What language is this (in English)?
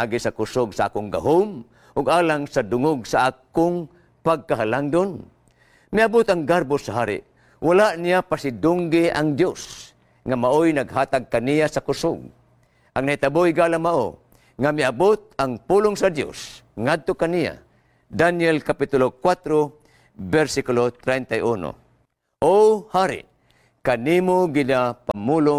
Cebuano